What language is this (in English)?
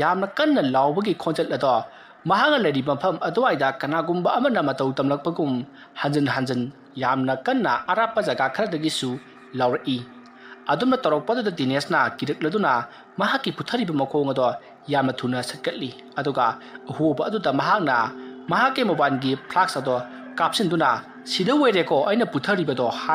Manipuri